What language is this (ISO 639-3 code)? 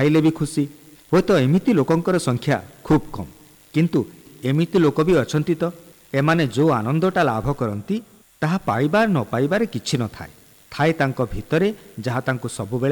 ori